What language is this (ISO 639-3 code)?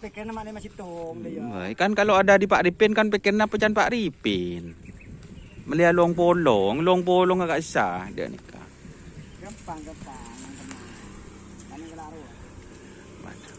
mad